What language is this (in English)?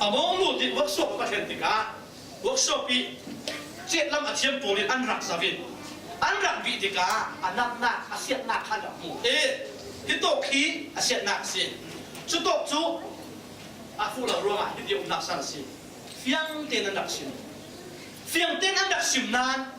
Falam Chin